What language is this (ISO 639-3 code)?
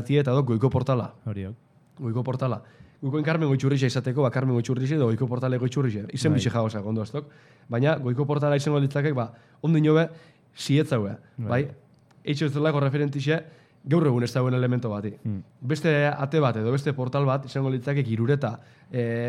eus